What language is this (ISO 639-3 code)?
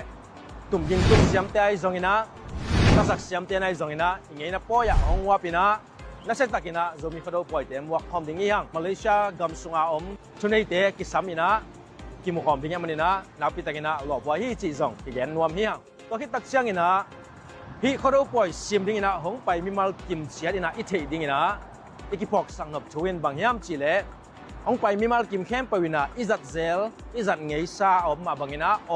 ctd